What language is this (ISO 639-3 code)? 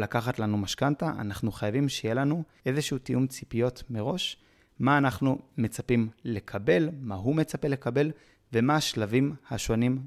heb